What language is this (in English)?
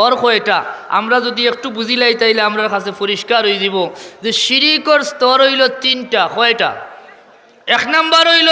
Sylheti